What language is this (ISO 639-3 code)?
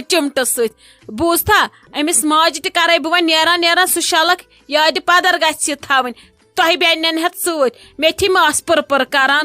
kas